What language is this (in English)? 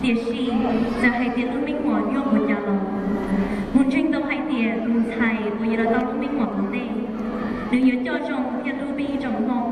Hmong